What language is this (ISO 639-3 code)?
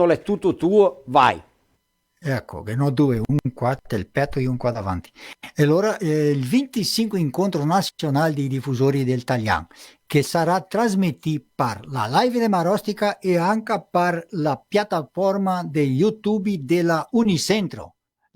vec